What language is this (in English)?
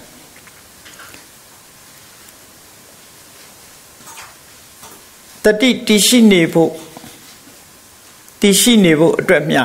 Burmese